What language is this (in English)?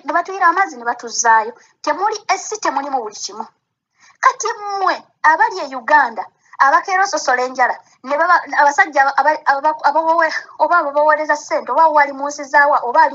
Ganda